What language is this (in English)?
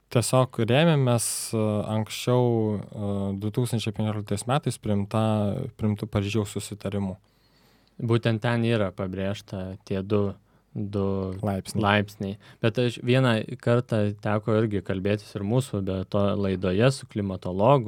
Lithuanian